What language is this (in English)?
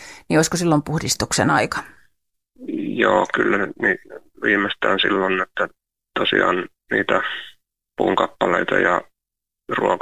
Finnish